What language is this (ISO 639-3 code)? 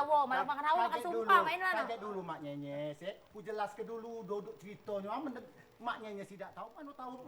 mui